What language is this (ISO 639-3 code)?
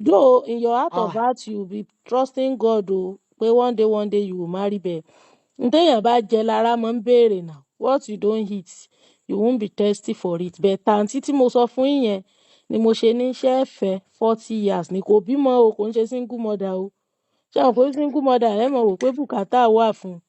yor